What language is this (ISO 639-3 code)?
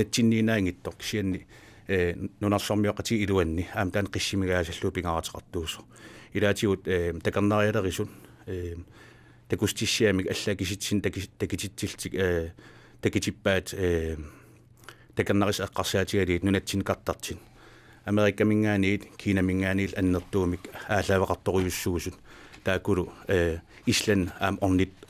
kal